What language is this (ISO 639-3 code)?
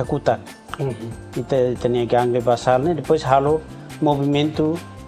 tet